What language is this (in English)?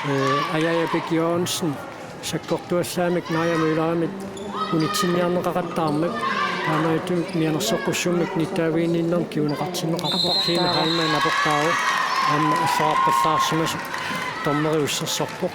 Kalaallisut